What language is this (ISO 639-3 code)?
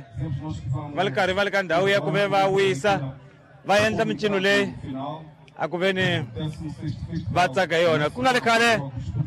tso